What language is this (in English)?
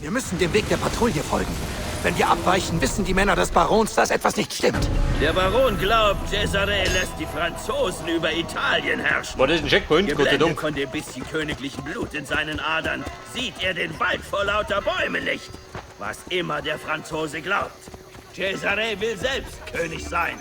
Bavarian